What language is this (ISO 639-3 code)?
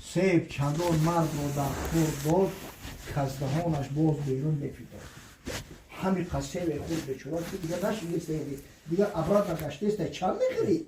tgk